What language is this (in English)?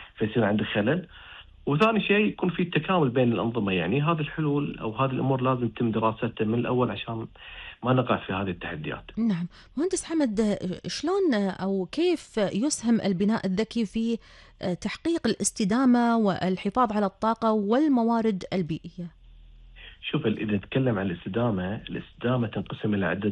Gulf Arabic